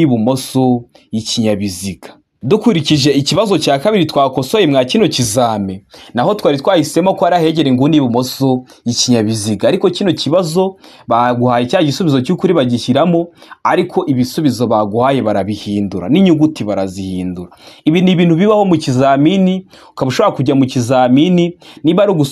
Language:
Kinyarwanda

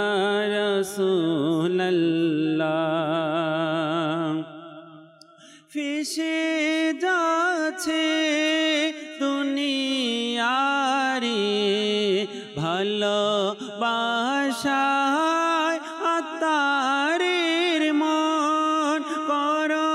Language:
Bangla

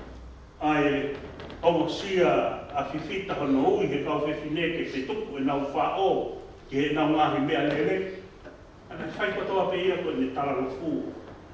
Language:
Tongan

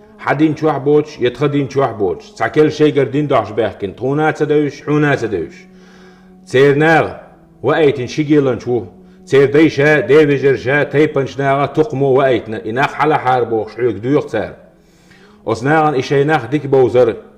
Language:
Chechen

